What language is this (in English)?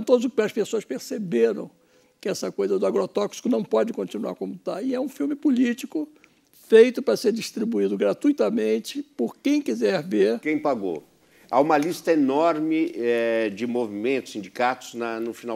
Portuguese